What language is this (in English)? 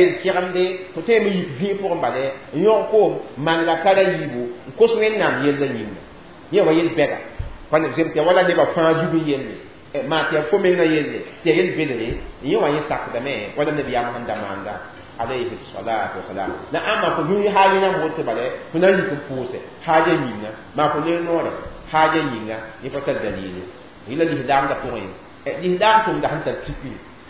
Mossi